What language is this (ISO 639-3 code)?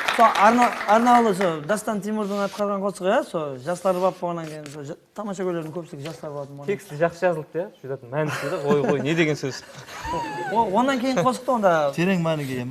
kaa